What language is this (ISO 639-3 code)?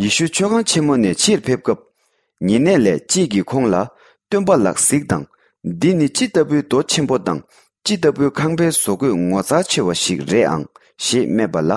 bod